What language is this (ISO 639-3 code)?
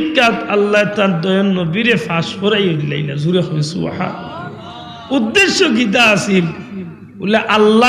syl